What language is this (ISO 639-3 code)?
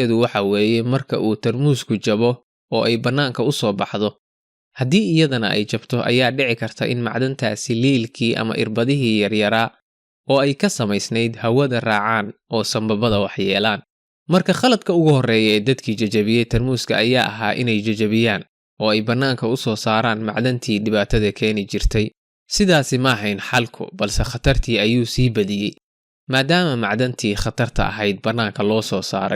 som